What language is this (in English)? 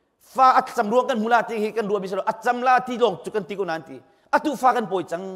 Hakha Chin